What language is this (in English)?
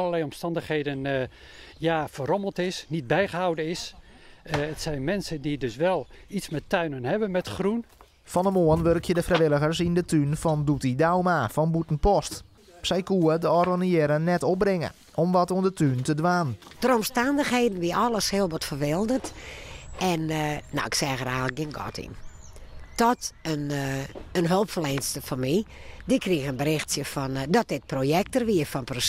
Western Frisian